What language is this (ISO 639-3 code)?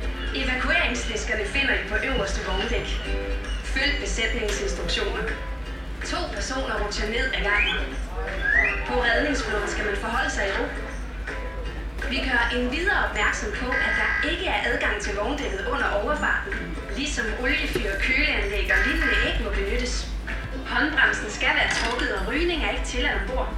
dan